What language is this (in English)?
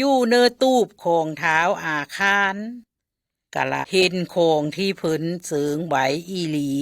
Lao